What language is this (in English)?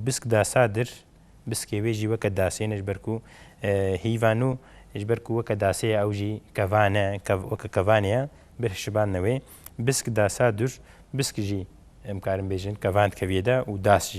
Kurdish